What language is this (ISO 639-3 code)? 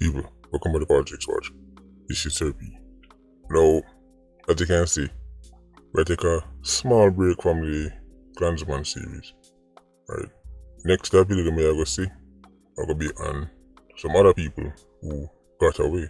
jam